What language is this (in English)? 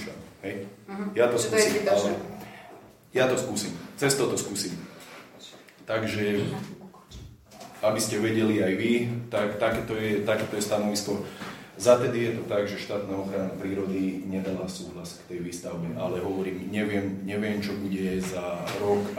Slovak